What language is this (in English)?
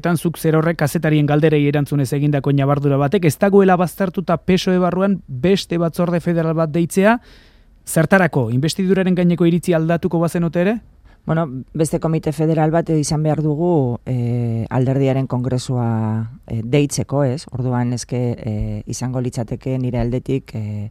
Basque